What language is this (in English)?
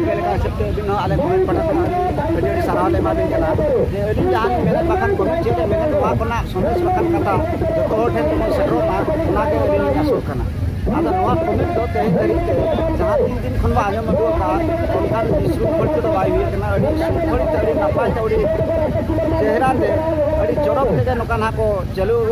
Santali